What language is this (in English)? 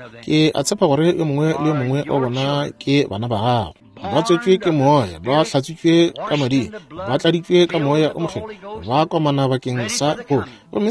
Northern Sotho